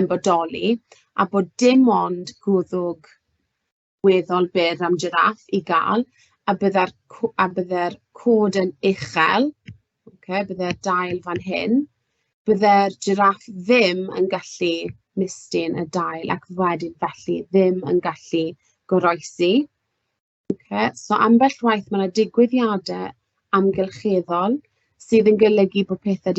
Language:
Welsh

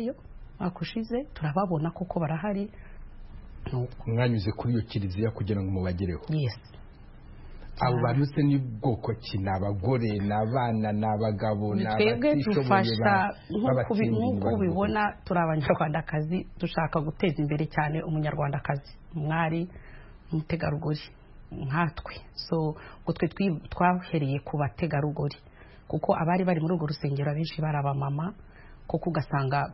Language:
Kinyarwanda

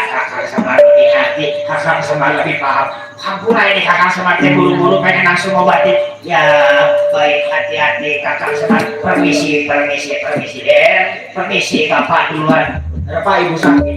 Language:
Betawi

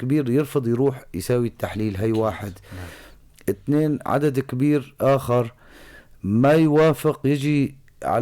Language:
North Levantine Arabic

